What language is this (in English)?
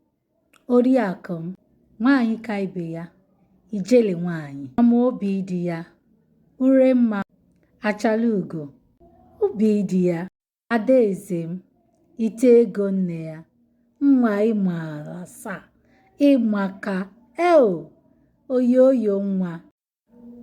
Igbo